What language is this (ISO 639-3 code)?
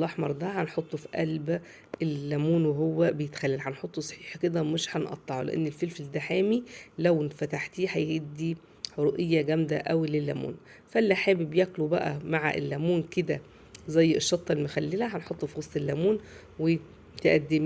arz